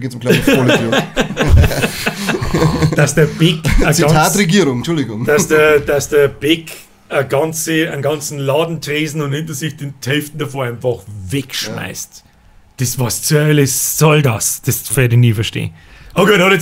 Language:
Bavarian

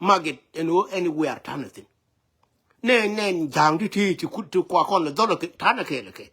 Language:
Nuer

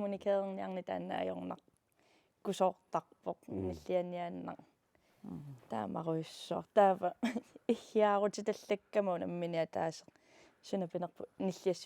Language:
Kalaallisut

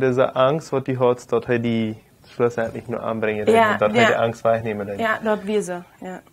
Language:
Plautdietsch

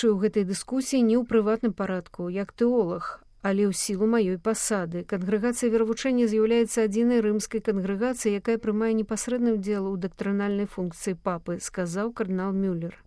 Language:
Belarusian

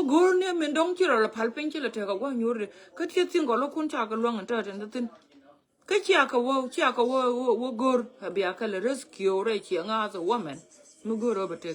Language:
Nuer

